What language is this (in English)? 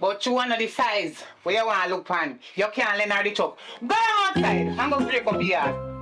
Jamaican Creole English